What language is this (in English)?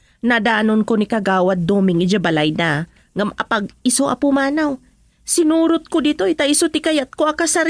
Iloko